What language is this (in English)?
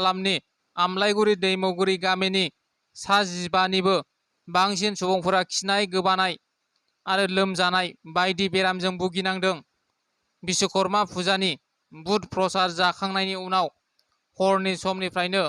Bodo